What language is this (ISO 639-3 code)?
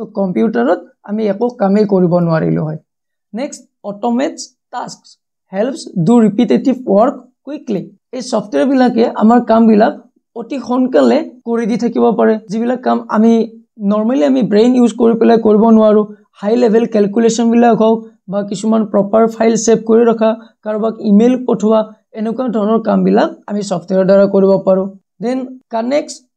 asm